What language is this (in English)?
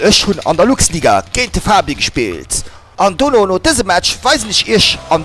Luxembourgish